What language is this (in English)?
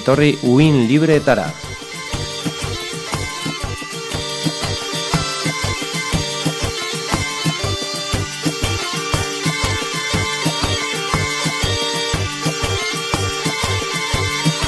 Basque